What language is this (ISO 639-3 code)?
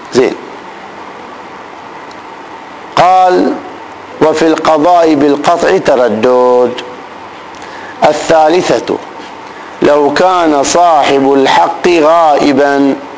ara